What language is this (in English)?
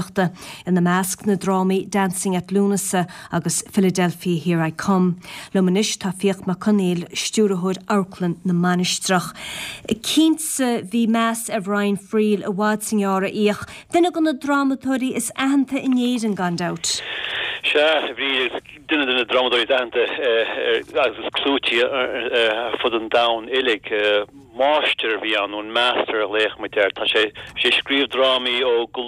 Irish